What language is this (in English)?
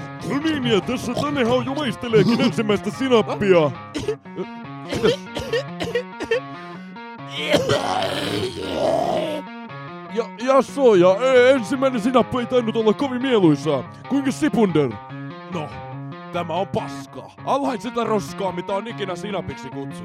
Finnish